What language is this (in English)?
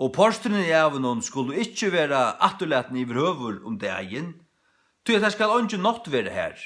Faroese